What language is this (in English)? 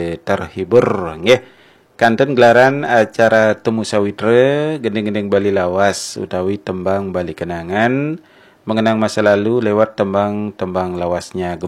Balinese